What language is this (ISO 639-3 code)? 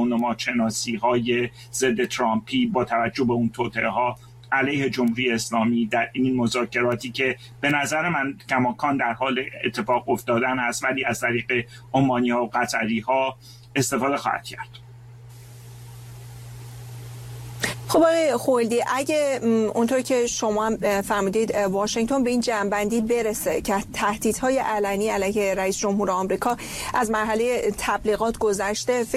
fas